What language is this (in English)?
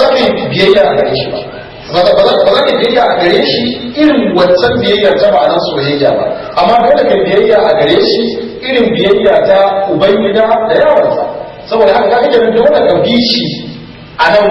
Hausa